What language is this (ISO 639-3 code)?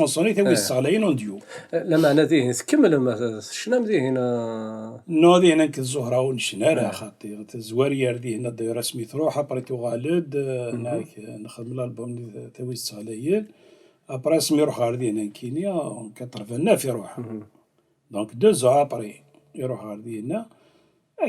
kab